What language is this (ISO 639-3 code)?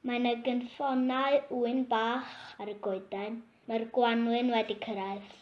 cym